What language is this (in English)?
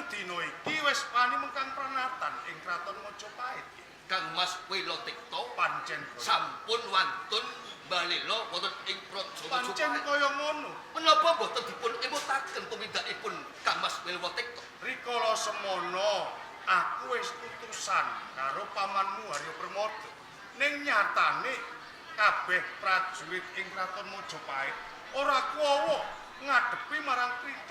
Javanese